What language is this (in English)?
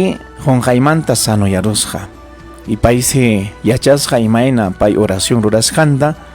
Ayacucho Quechua